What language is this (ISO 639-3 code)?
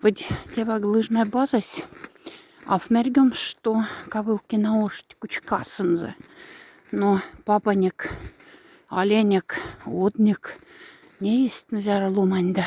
mdf